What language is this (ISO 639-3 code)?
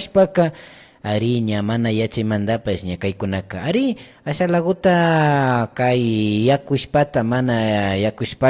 qvi